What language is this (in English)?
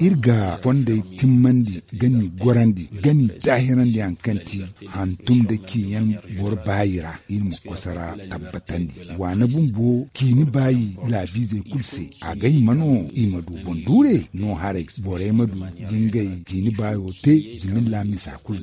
Zarma